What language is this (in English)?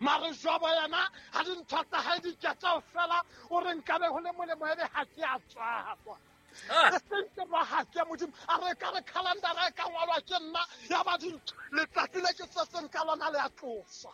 Southern Sotho